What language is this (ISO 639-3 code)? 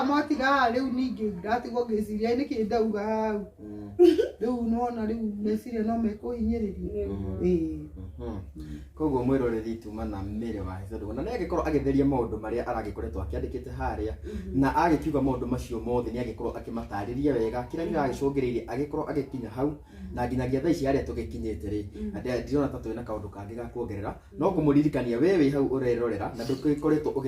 kik